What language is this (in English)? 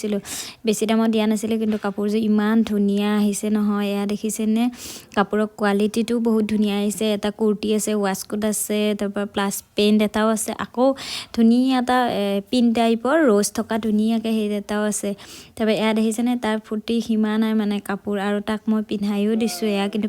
Assamese